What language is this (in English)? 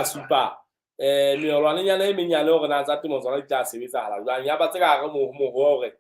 Southern Sotho